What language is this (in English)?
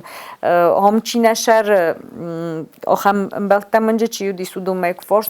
Ossetic